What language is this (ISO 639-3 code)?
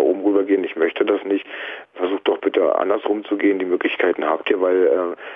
deu